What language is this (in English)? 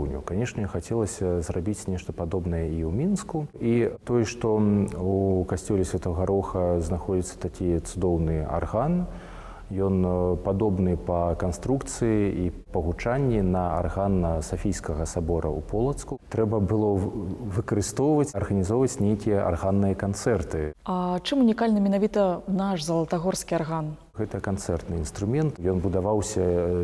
Belarusian